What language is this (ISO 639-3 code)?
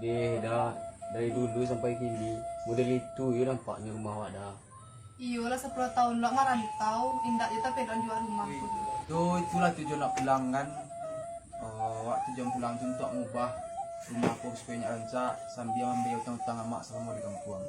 min